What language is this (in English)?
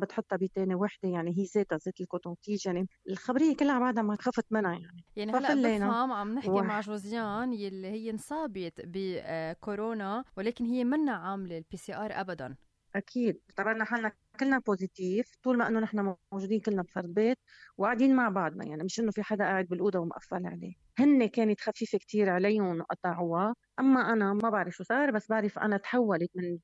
North Levantine Arabic